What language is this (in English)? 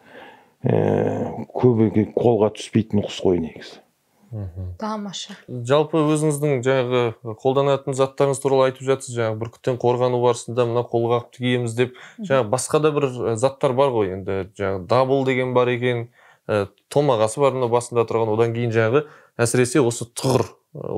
Kazakh